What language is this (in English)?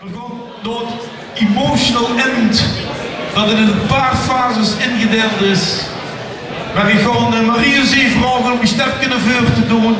Limburgish